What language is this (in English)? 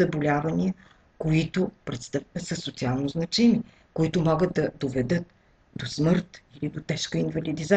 Bulgarian